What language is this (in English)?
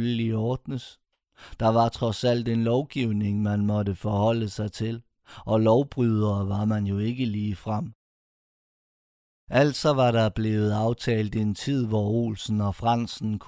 Danish